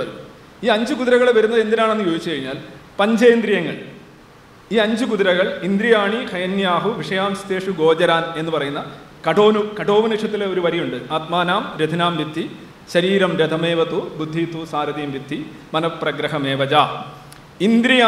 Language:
Malayalam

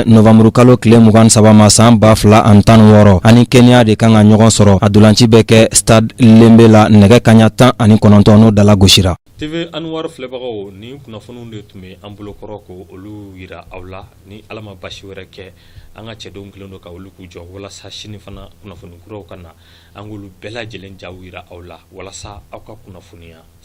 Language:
Bambara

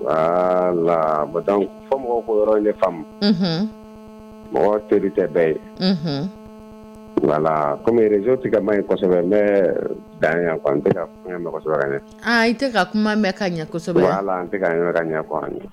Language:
Dyula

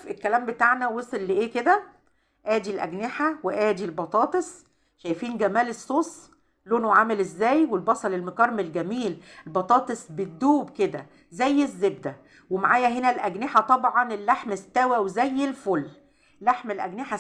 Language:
Egyptian Arabic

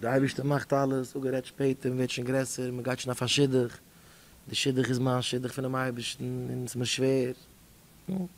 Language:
Yiddish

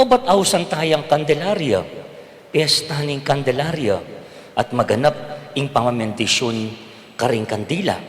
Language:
Pampanga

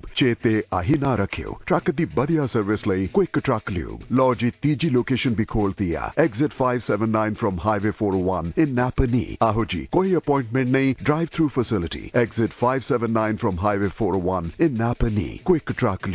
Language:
Punjabi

